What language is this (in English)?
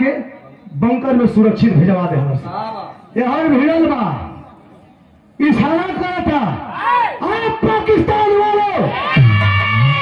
Bhojpuri